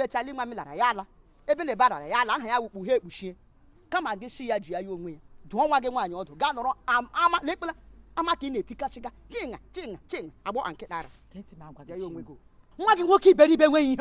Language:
Igbo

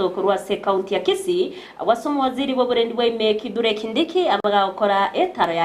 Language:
Gusii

